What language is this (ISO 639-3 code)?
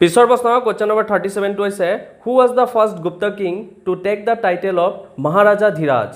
asm